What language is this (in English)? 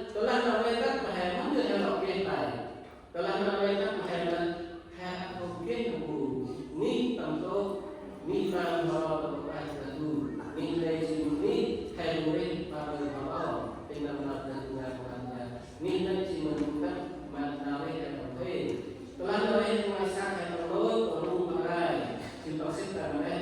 Central Mnong